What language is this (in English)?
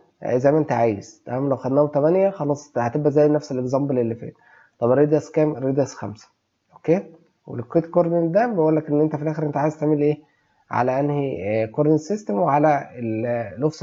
Egyptian Arabic